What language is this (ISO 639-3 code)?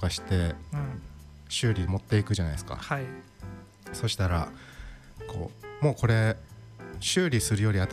jpn